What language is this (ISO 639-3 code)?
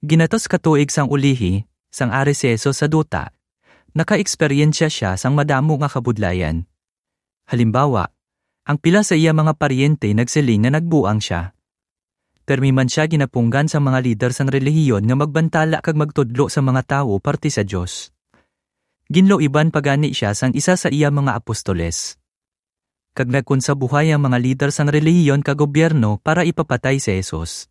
hil